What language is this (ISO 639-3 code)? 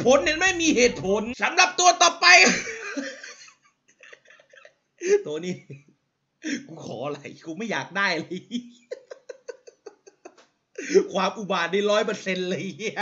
tha